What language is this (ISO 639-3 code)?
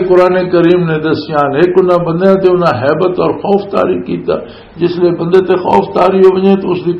lah